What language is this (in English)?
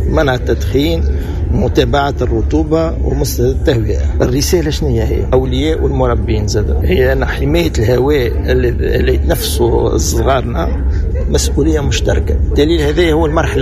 Tunisian Arabic